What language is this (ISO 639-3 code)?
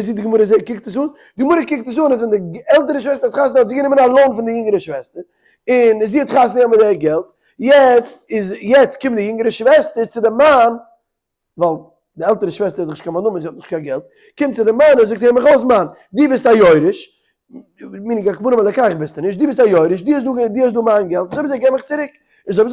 yid